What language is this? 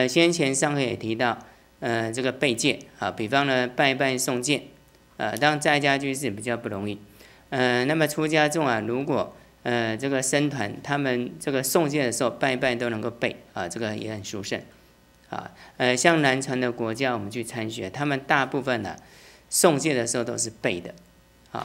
Chinese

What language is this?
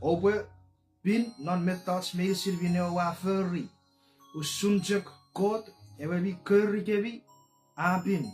Chuukese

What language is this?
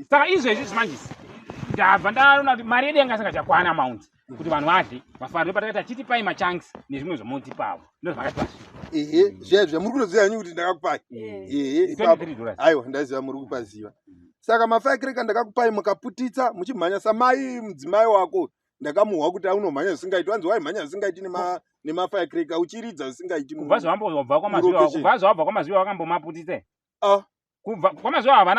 Shona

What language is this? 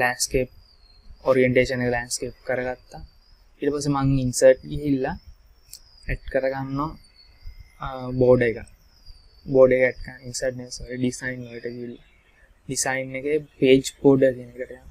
Sinhala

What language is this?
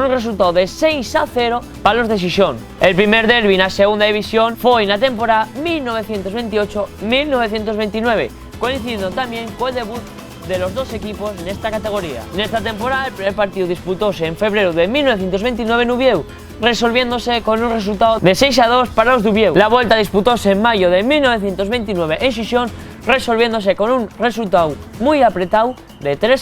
Asturian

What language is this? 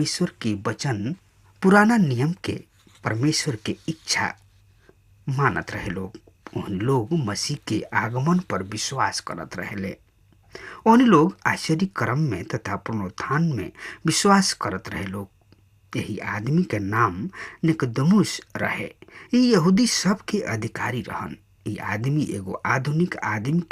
Bhojpuri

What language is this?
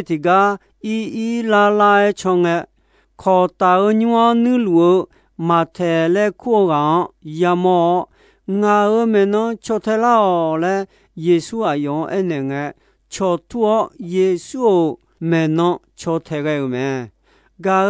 Akha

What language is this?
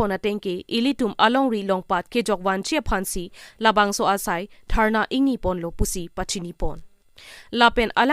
Karbi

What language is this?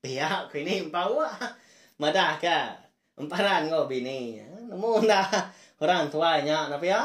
Iban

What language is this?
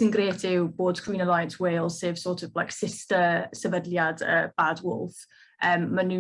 Welsh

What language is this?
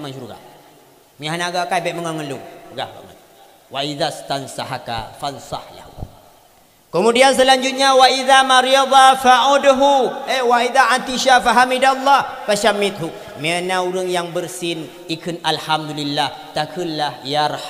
Achinese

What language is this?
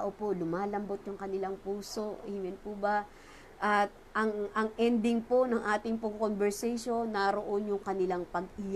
Filipino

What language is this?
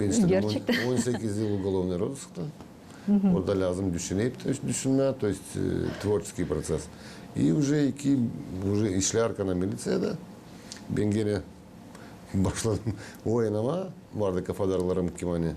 Gagauz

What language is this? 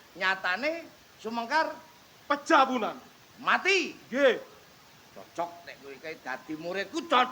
Javanese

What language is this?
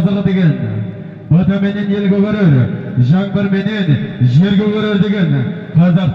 Kazakh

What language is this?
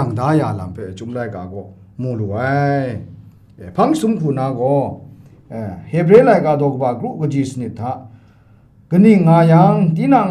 Kachin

